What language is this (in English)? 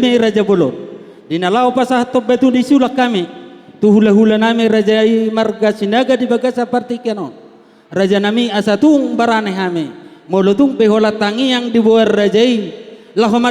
Batak Toba